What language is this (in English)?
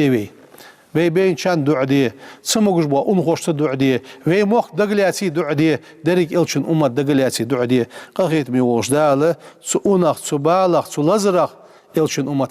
Ingush